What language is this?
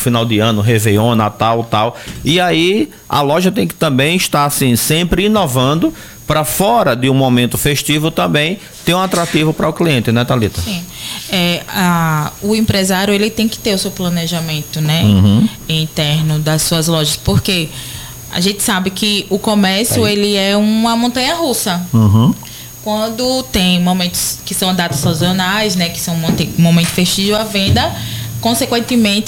Portuguese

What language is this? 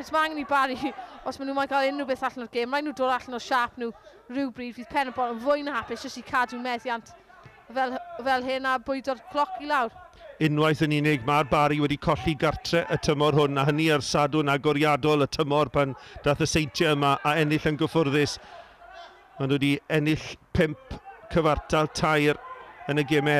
Welsh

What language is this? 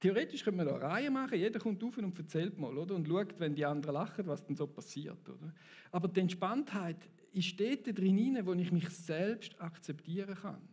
Swiss German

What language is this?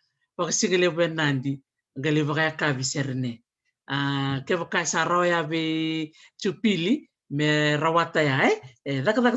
Fijian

